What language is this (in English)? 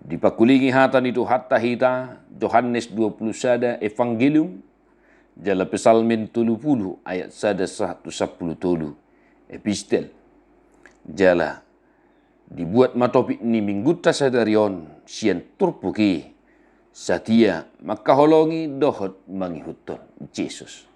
Batak Toba